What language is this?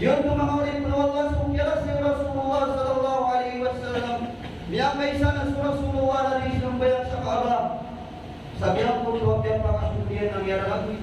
Maranao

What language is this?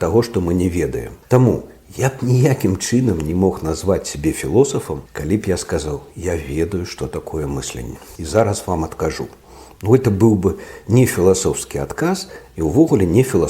Belarusian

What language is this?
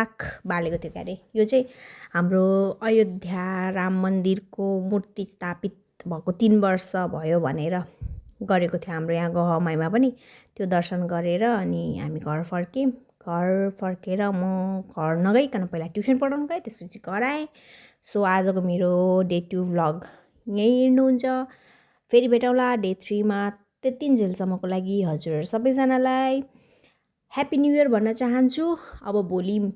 Nepali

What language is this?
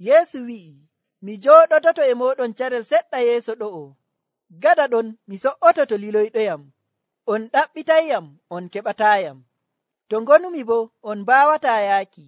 Nigerian Fulfulde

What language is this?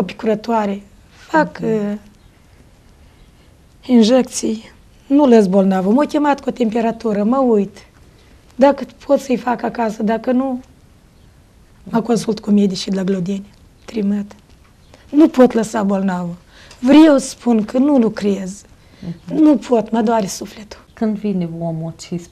Romanian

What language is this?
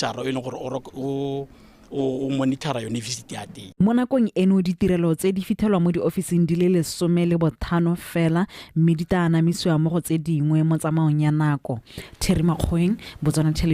Tswana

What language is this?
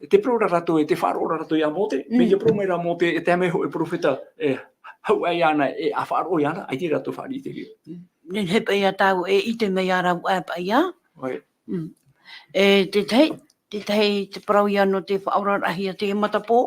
Tahitian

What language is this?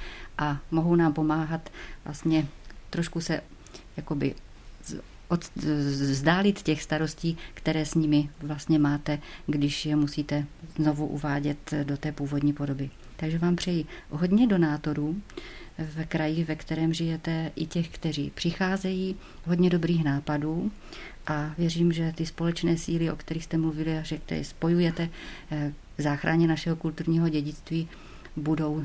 Czech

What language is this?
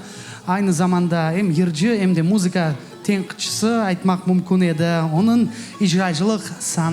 Crimean Tatar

